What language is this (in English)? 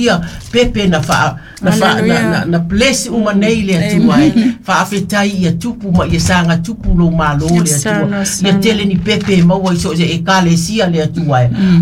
Samoan